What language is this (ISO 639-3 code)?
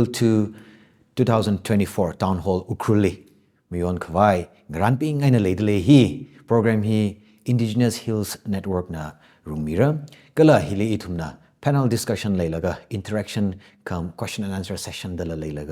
nmf